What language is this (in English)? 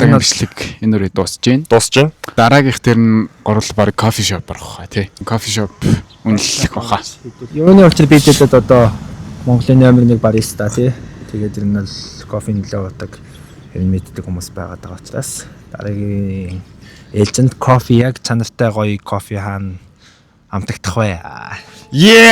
Mongolian